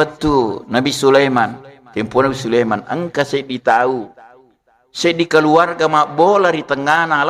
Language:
Buginese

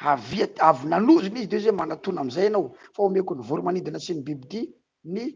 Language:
Malagasy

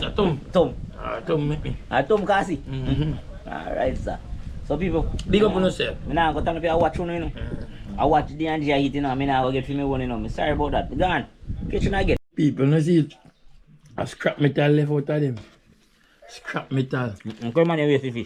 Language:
Jamaican Creole English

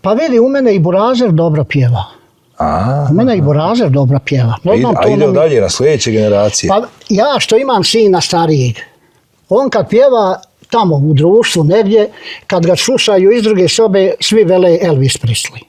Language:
Bosnian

